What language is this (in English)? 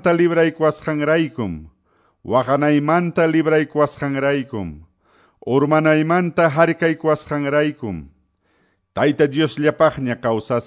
Quechua